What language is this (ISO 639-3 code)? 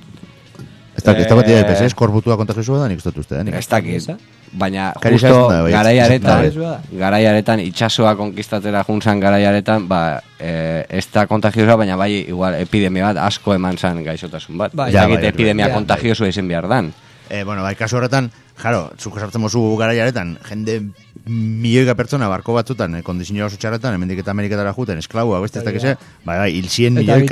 eus